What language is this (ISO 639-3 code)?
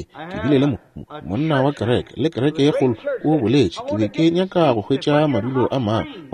nso